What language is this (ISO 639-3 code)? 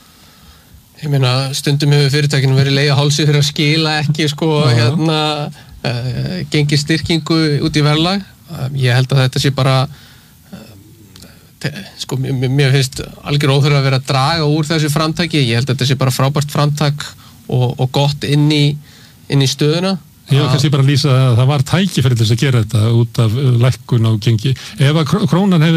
isl